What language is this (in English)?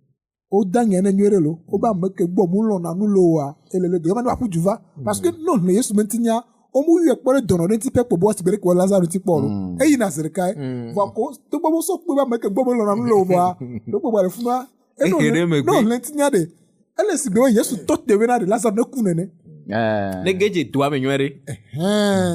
Ewe